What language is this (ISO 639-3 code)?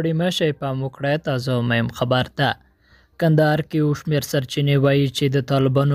pus